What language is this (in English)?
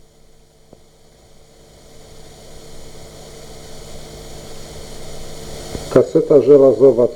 Polish